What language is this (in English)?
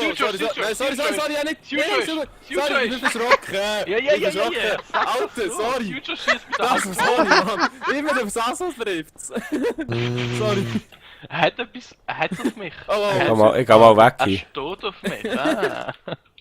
Swiss German